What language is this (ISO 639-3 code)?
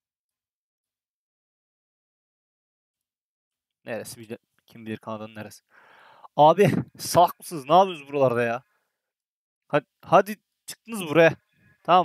tur